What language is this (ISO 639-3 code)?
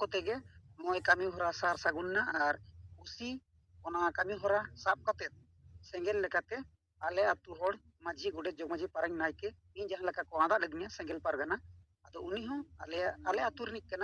sat